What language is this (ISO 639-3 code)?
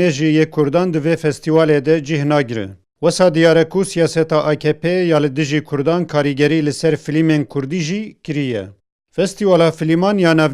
kur